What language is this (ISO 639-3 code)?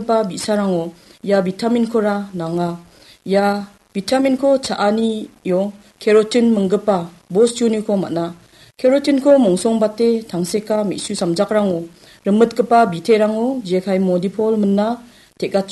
grt